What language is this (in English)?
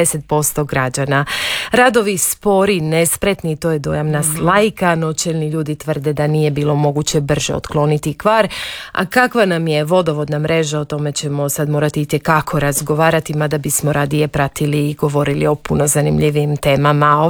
Croatian